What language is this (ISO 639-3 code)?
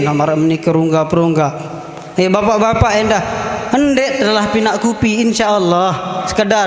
sas